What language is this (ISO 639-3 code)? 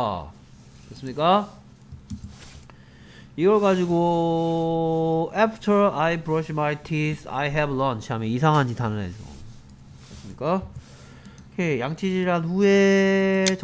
kor